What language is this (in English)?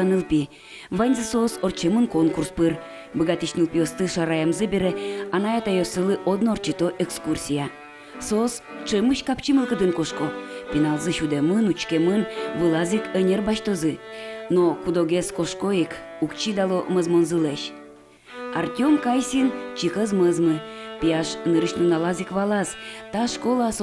Udmurt